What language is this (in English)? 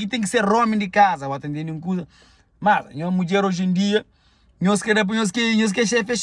Kabuverdianu